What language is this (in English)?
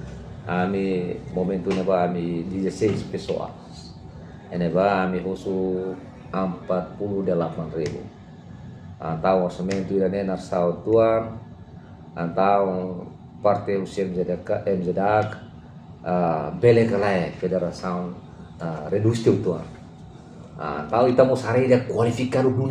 Tetum